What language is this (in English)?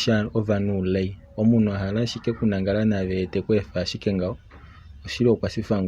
Kuanyama